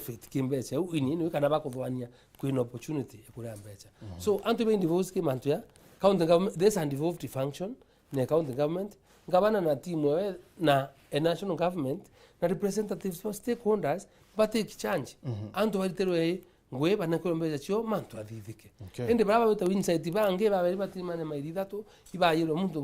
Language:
Meru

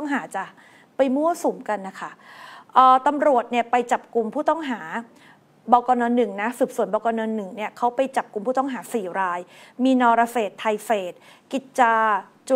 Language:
Thai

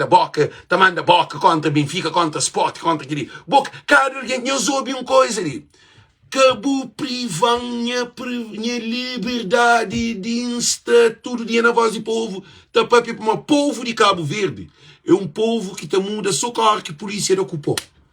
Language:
Kabuverdianu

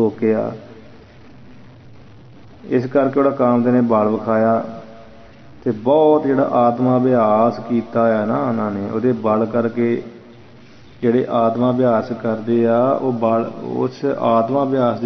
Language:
Punjabi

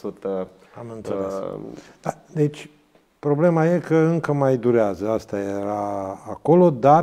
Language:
Romanian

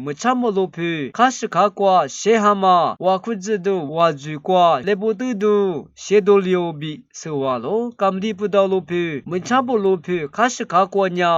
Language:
Lisu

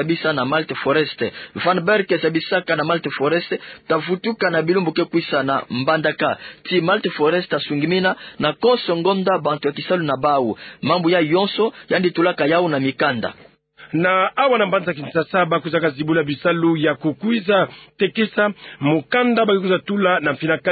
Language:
Kituba (Democratic Republic of Congo)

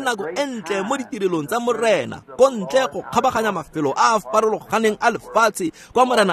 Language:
Tswana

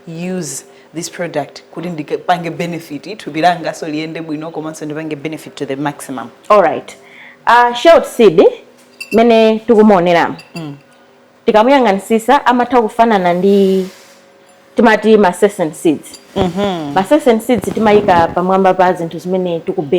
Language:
Nyanja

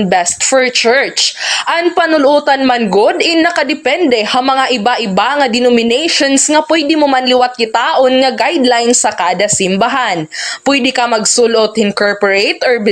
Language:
Waray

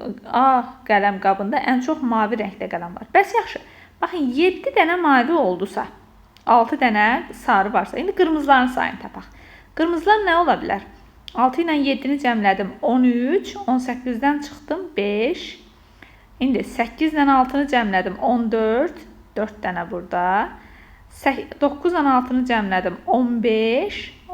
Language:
Azerbaijani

